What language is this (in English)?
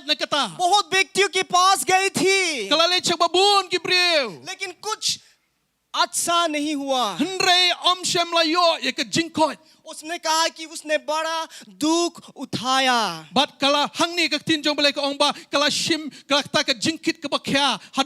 Khasi